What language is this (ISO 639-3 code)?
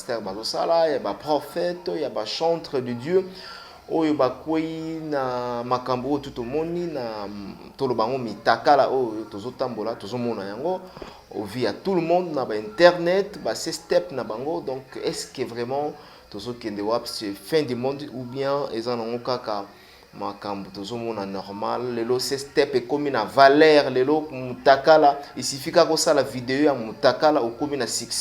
lin